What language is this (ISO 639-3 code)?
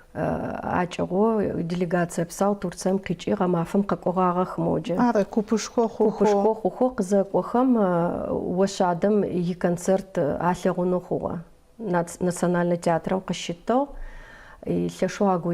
ady